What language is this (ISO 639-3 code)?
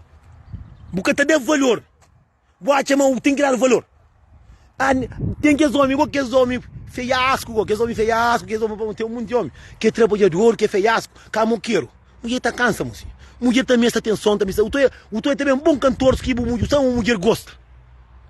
kea